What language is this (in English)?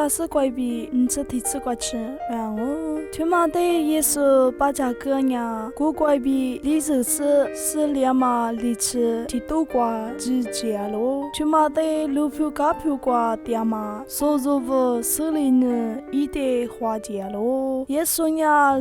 Lisu